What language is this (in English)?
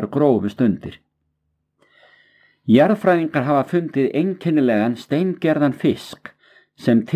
Icelandic